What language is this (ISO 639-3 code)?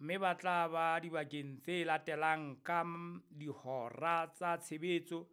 sot